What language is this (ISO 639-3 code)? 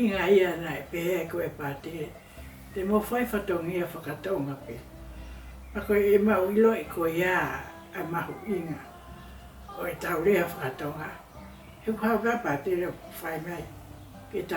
ton